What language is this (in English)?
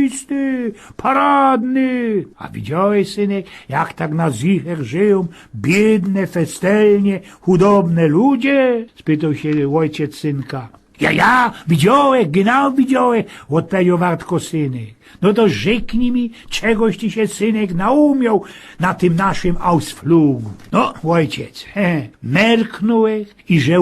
Silesian